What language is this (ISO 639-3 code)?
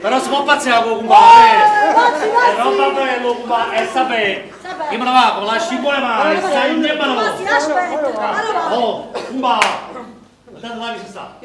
nap